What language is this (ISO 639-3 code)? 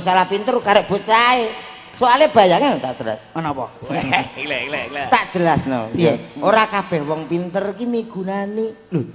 jav